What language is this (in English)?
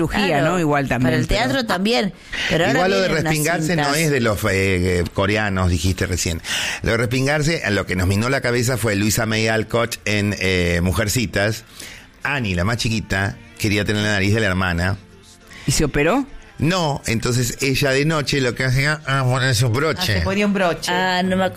Spanish